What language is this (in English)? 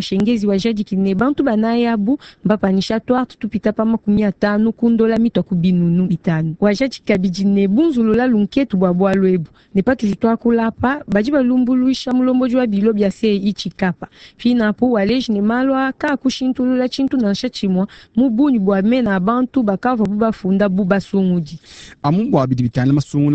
Luba-Lulua